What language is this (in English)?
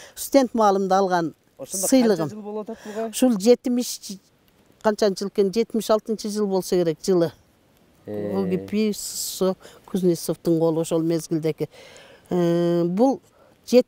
Kyrgyz